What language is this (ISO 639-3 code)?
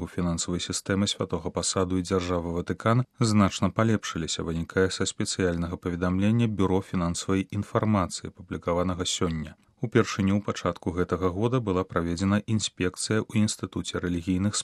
bel